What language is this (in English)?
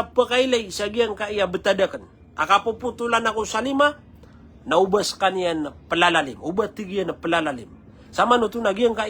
Maranao